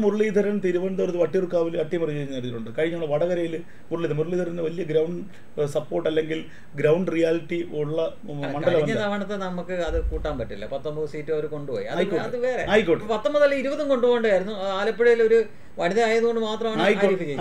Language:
Malayalam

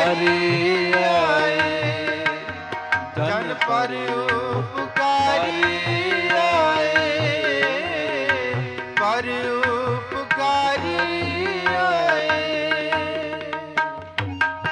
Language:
Punjabi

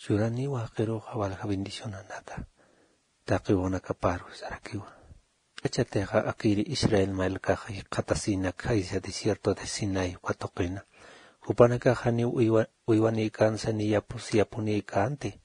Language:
Aymara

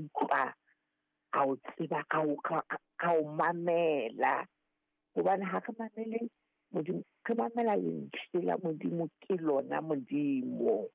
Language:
Southern Sotho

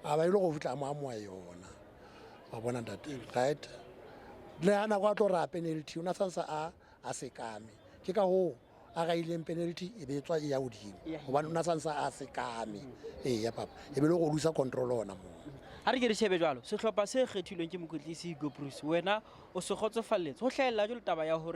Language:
Southern Sotho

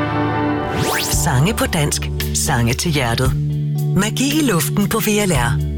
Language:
Danish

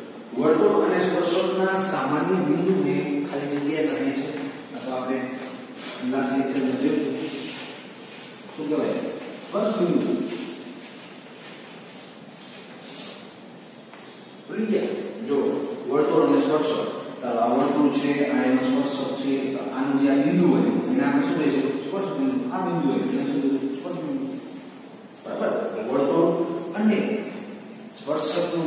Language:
Gujarati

